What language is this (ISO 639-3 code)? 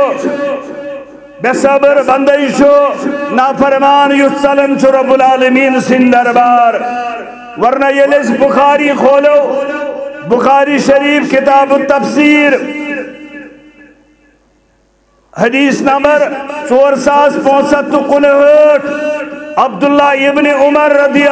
kas